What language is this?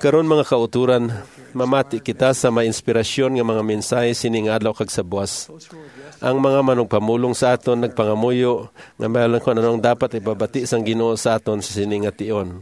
Hiligaynon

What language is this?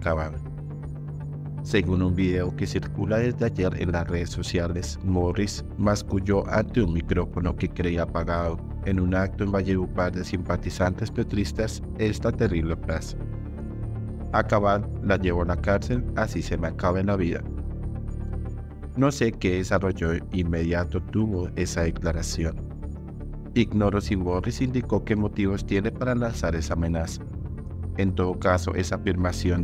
Spanish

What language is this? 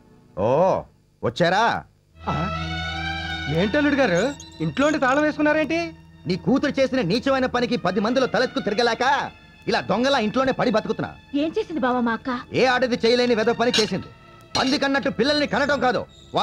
Telugu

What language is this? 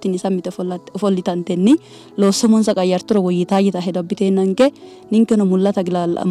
Sidamo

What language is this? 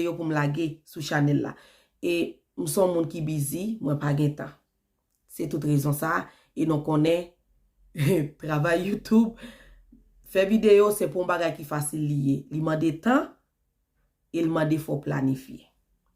Haitian Creole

